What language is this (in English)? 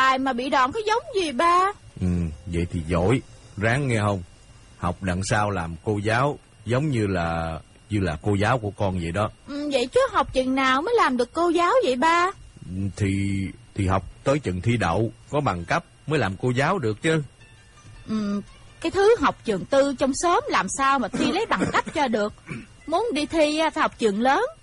Vietnamese